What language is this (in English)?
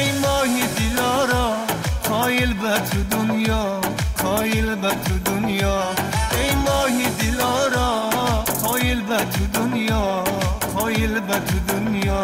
Tajik